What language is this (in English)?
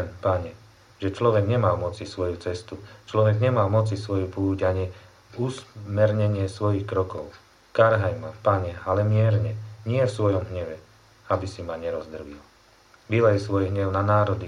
Slovak